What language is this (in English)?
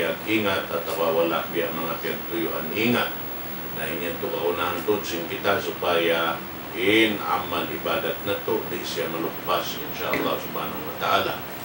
Tausug